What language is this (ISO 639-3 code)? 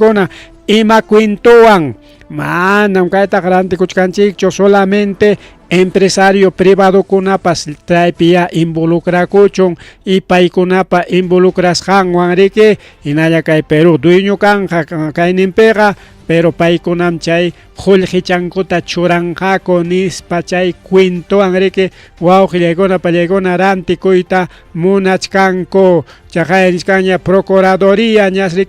quy